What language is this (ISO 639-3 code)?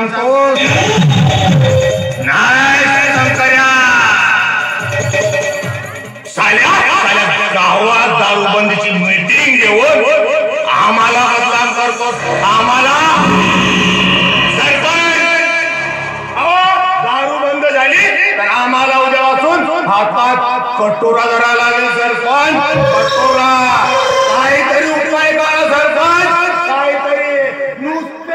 mar